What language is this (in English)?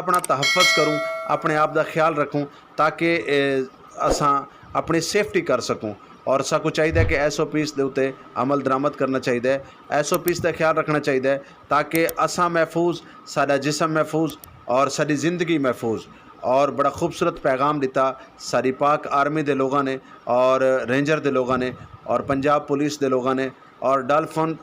Western Panjabi